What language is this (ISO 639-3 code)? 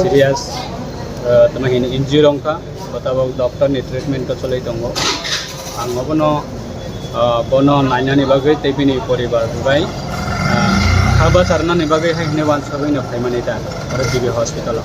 trp